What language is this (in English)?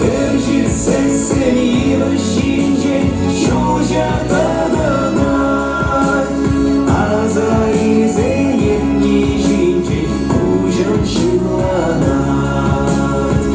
Chuvash